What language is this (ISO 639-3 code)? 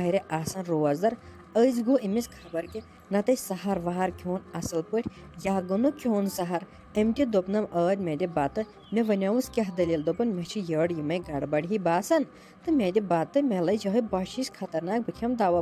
kas